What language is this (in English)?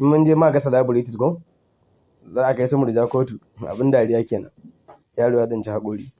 Hausa